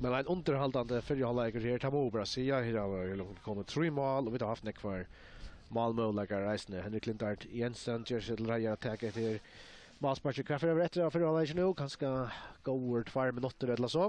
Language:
Faroese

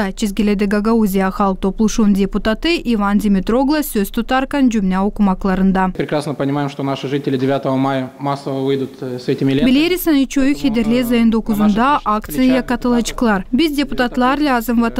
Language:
Gagauz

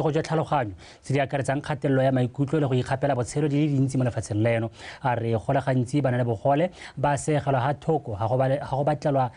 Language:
Tswana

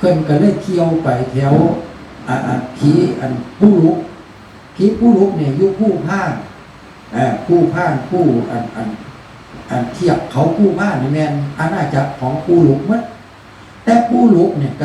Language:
Northeastern Thai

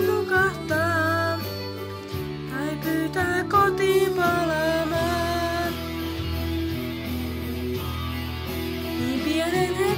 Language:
Finnish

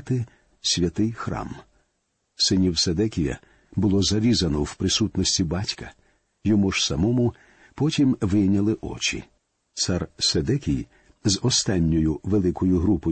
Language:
Ukrainian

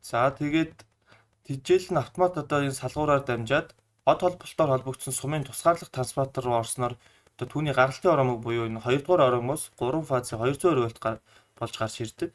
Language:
Mongolian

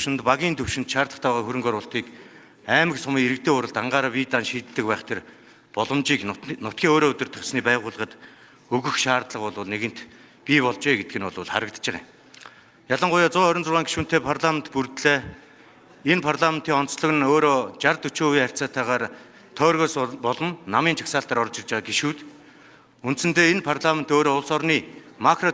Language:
Mongolian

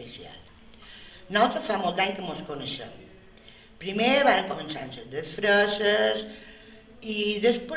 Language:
Catalan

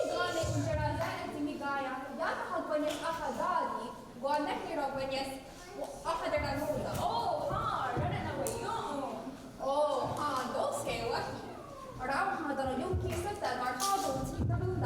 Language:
Mohawk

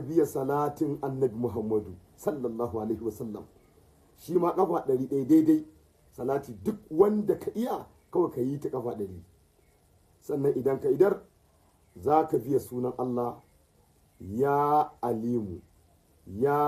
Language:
Hausa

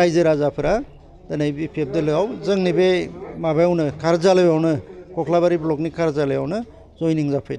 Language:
Bodo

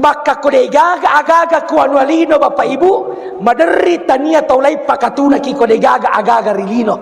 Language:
Buginese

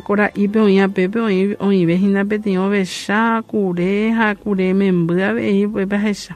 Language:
Guarani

